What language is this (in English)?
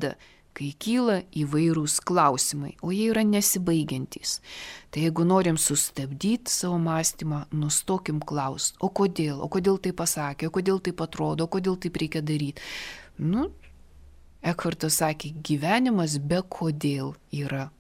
Lithuanian